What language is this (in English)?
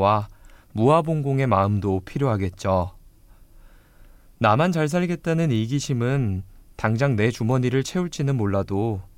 Korean